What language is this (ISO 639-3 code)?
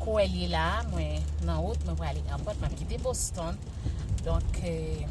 hat